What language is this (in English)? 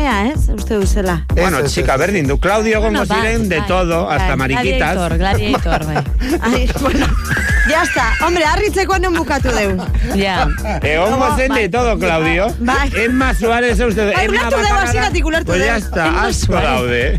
Basque